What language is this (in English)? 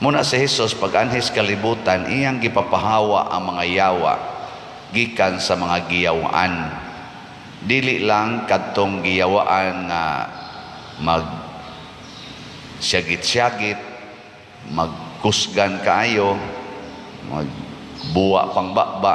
Cebuano